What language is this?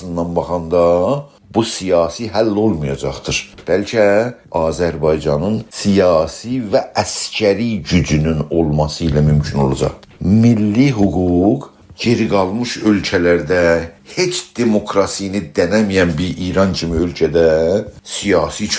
South Azerbaijani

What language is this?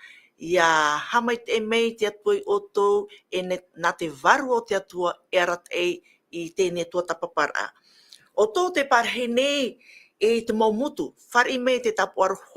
Tahitian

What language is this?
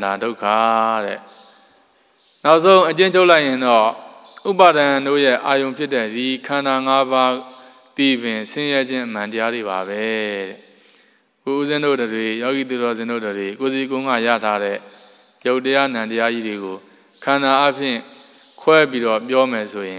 Burmese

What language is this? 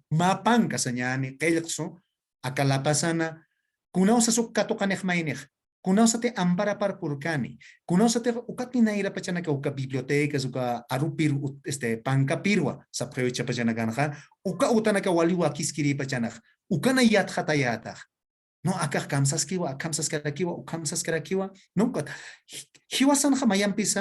Aymara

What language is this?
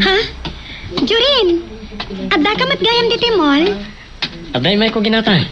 Iloko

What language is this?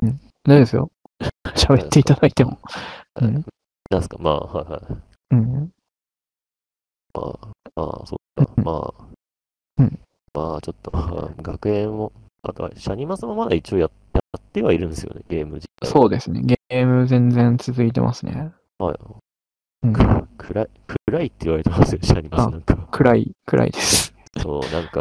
Japanese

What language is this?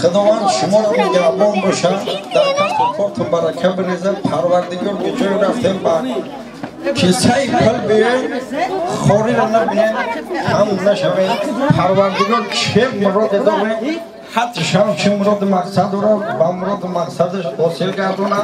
Tajik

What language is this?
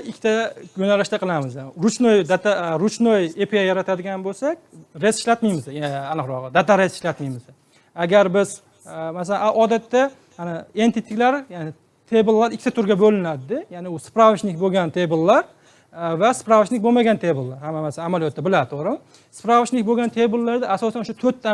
Uzbek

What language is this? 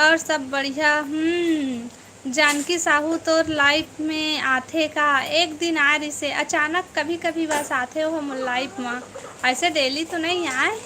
Chhattisgarhi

